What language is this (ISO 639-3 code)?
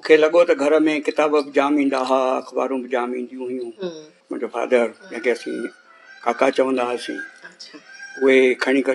snd